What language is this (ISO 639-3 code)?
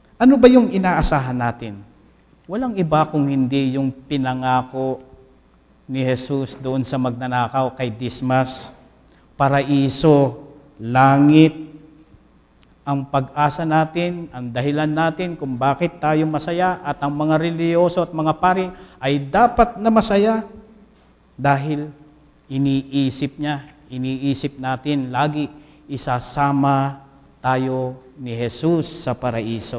fil